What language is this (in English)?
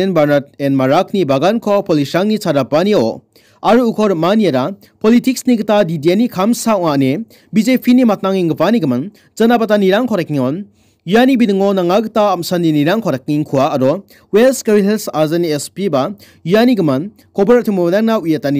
Garo